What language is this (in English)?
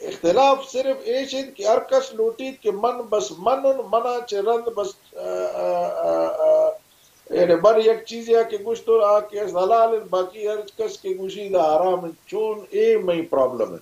Baluchi